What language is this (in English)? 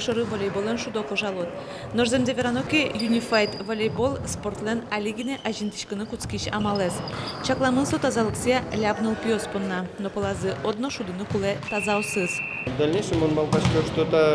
Udmurt